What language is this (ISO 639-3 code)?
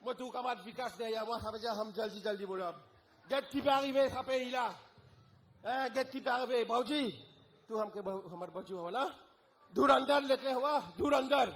mfe